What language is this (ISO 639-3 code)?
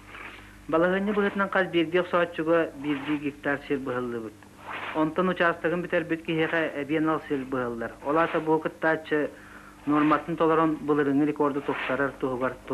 sah